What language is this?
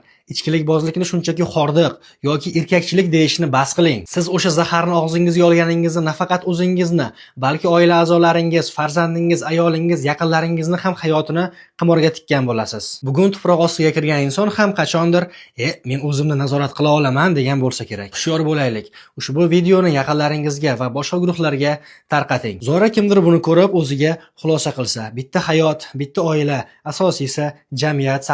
Uzbek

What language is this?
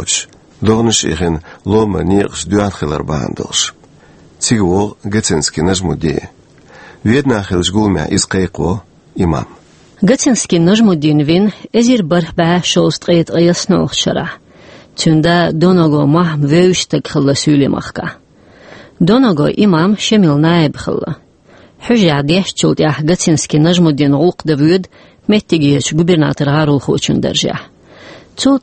Chechen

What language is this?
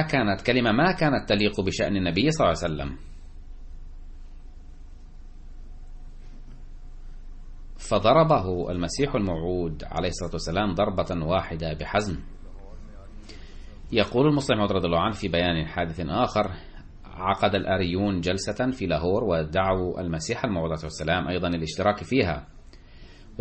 Arabic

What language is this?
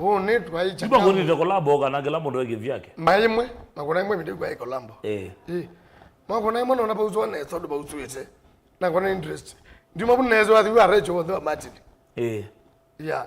Kamba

